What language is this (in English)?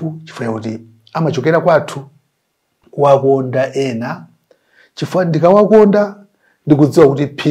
Nyanja